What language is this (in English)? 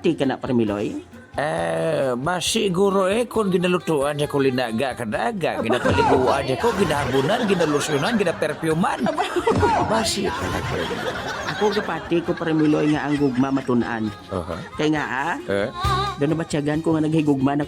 Hiligaynon